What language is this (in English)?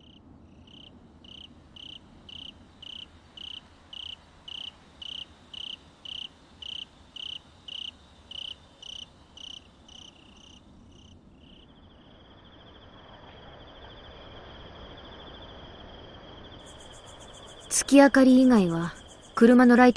Japanese